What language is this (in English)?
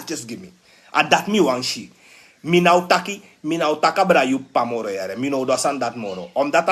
Sranan Tongo